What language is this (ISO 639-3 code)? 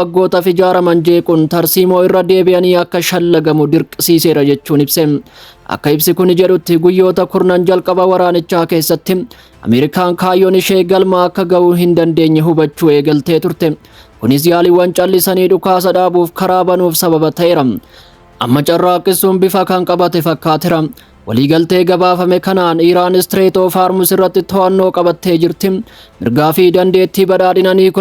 orm